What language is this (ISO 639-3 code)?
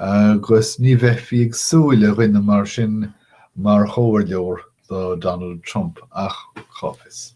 gle